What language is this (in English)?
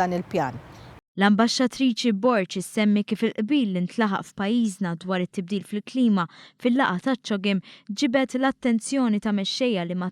Maltese